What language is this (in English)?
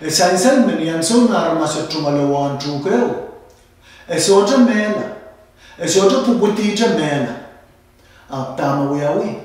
Pohnpeian